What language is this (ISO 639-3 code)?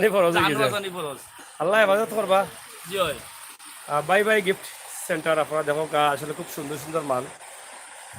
syl